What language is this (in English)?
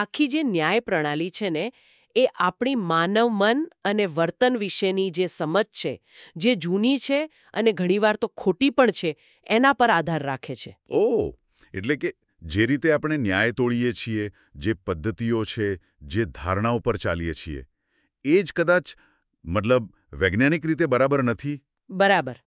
Gujarati